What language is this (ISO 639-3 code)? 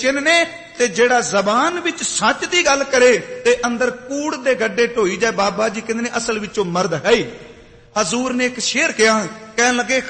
pan